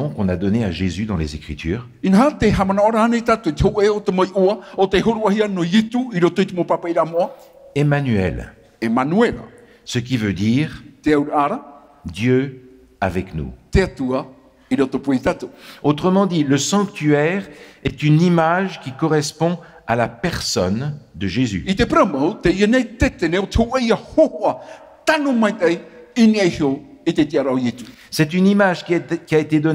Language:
Tahitian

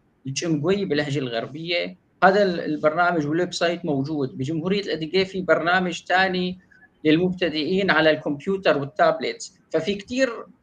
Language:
North Levantine Arabic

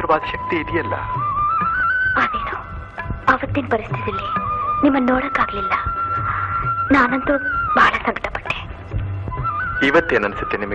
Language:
Kannada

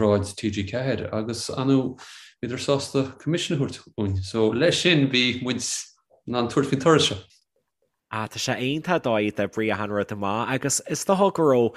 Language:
Irish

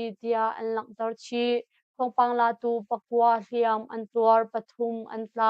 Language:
Hakha Chin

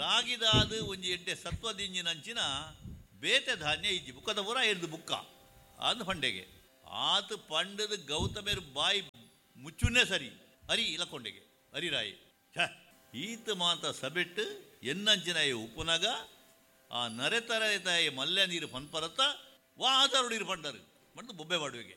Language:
Tulu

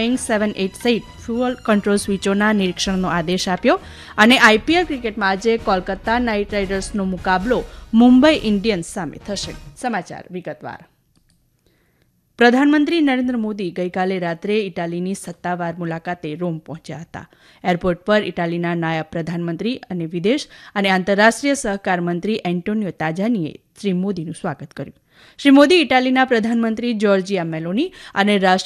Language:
Gujarati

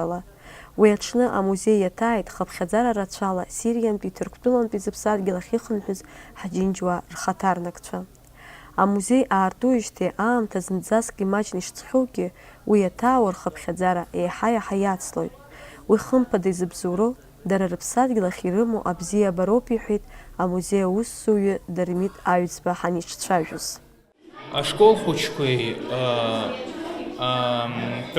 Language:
Abkhazian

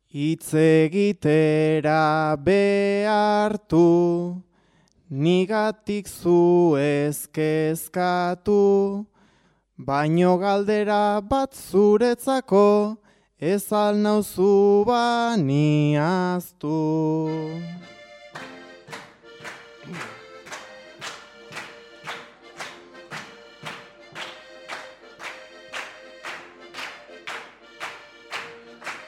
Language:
Basque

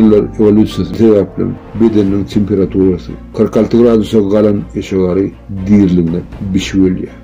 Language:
Turkmen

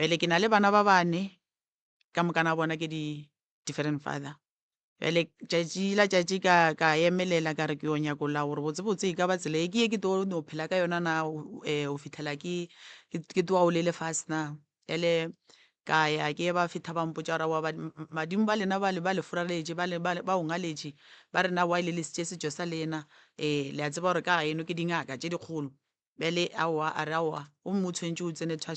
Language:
Northern Sotho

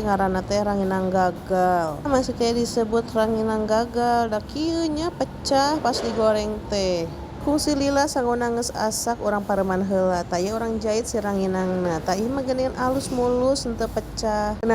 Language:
Sundanese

